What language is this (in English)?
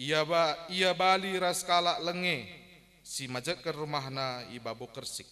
Batak Karo